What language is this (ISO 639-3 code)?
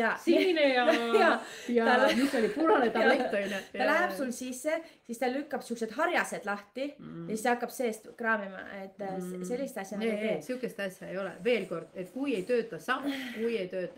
est